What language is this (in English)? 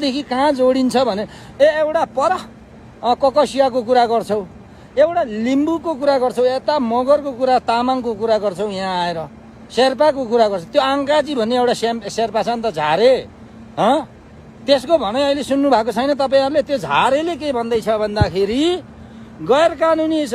Nepali